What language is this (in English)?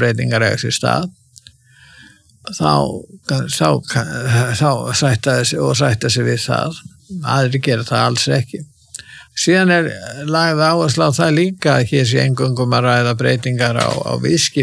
Icelandic